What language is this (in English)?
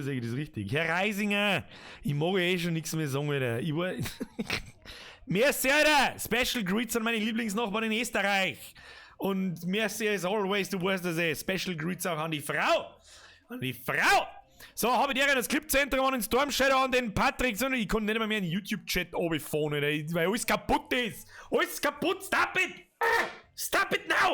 Bavarian